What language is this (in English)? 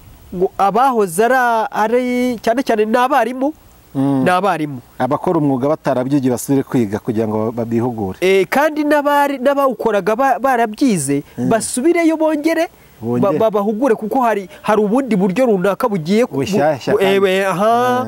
Kinyarwanda